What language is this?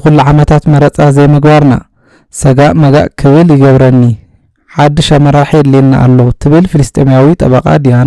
Tigrinya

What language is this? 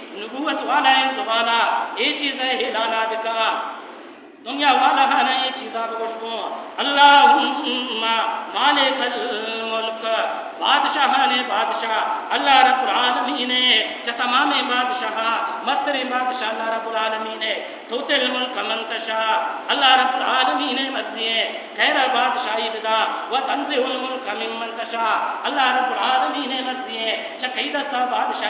Baluchi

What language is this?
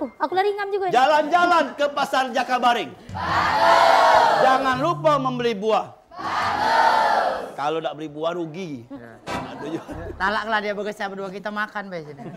Musi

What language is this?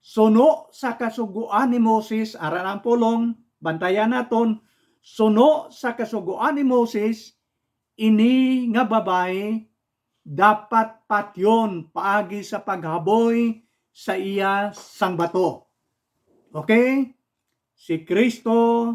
Hiligaynon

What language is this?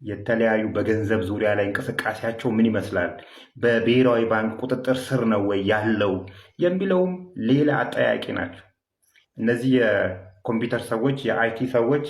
Amharic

